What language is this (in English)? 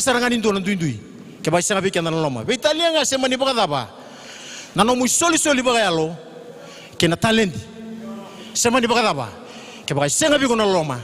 Fijian